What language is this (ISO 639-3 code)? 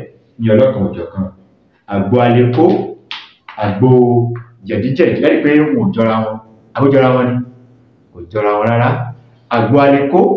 yor